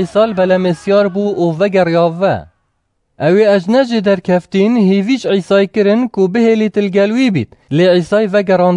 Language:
Kurdish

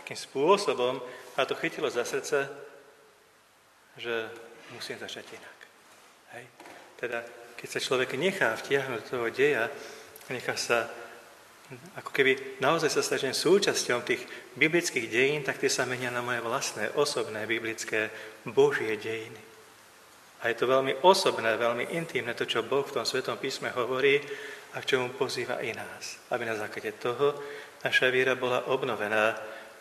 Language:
Slovak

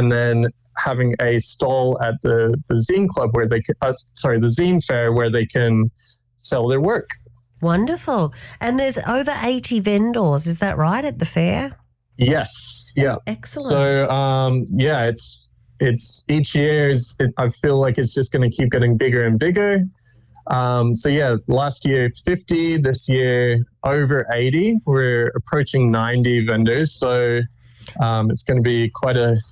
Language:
English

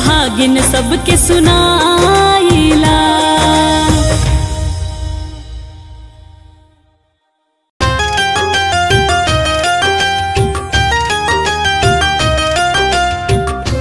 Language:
Bhojpuri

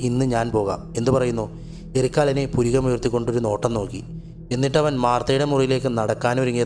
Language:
Malayalam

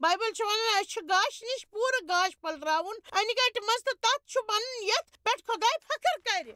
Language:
Kashmiri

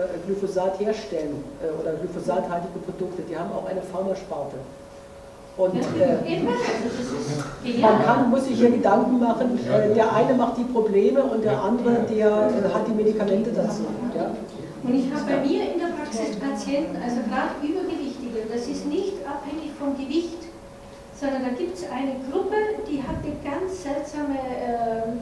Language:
German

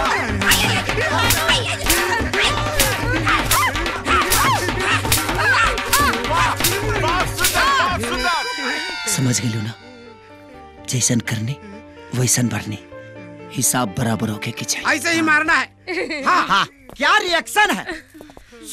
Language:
Bhojpuri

